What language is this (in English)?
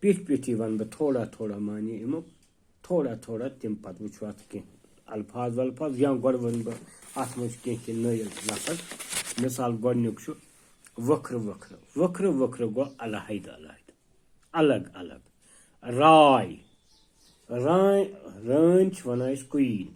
Kashmiri